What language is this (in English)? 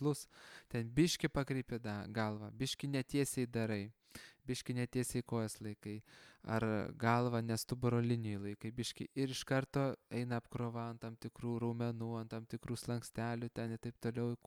Lithuanian